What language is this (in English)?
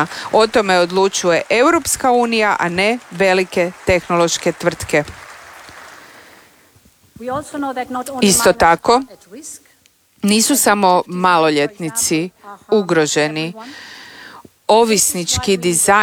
Croatian